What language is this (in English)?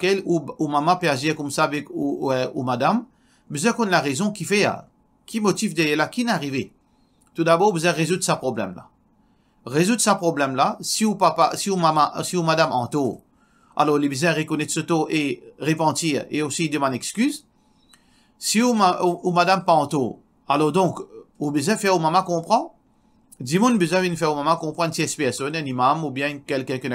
Morisyen